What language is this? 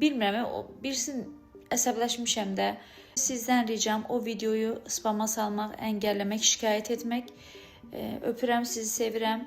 Azerbaijani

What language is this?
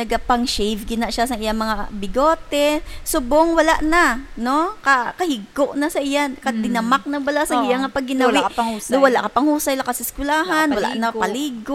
Hiligaynon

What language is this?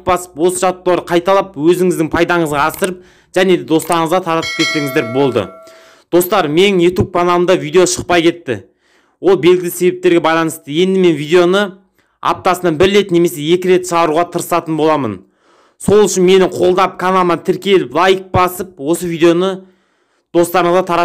Kazakh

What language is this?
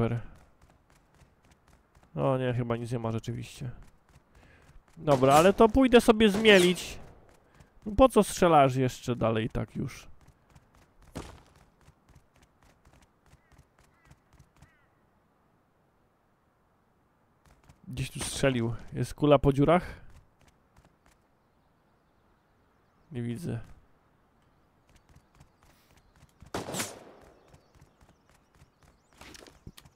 Polish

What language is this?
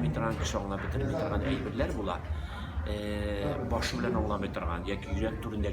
Tatar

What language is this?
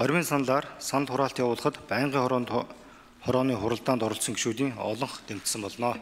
Mongolian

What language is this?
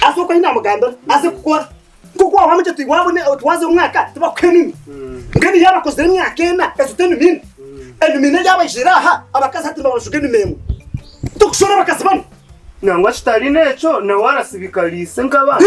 Nyankole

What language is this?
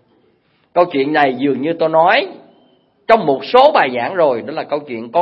Vietnamese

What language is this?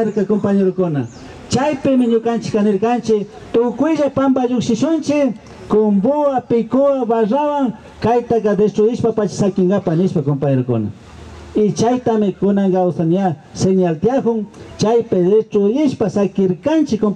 Imbabura Highland Quichua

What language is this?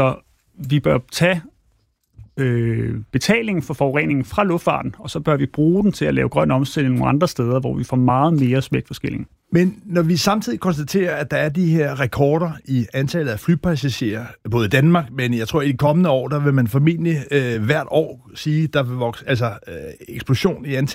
Danish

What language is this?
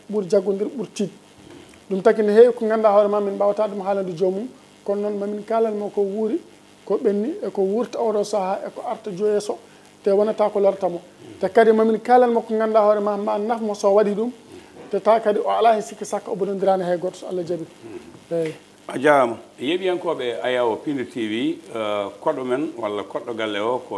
Fula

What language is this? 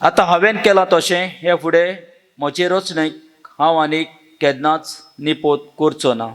Konkani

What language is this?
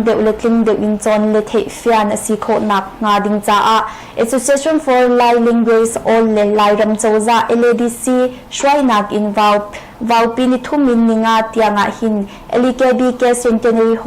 Hakha Chin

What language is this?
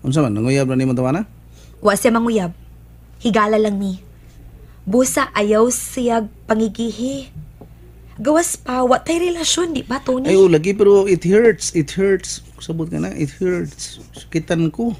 Cebuano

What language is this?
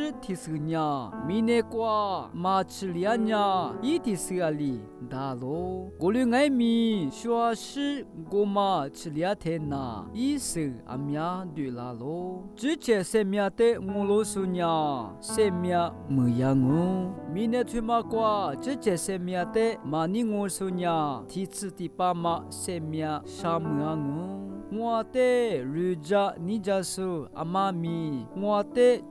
Lisu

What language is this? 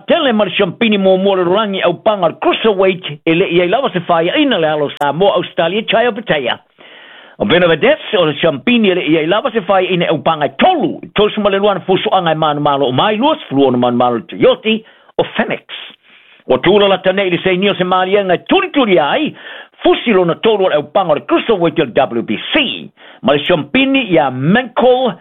Samoan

